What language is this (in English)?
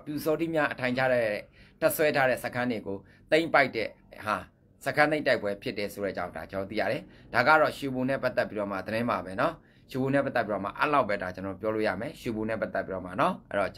Burmese